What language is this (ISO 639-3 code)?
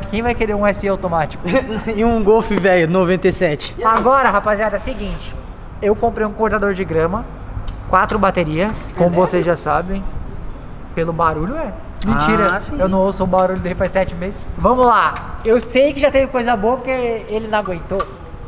por